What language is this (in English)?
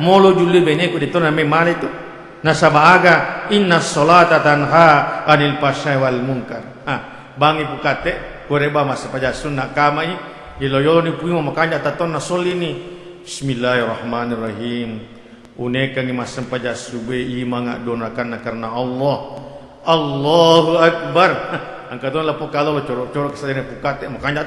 Buginese